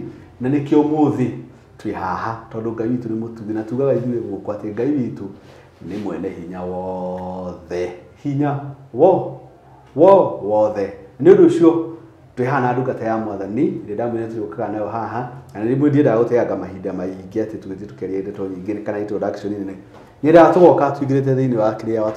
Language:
Kikuyu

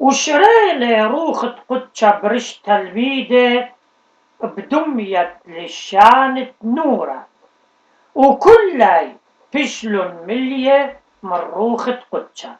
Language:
Assyrian Neo-Aramaic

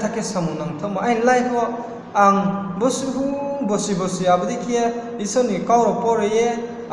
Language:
Riang (India)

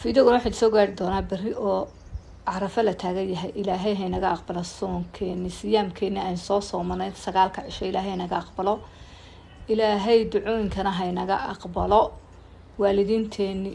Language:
Somali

